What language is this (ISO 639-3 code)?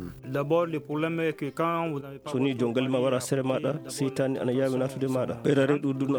ful